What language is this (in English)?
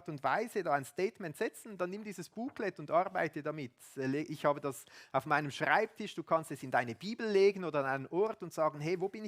Swiss German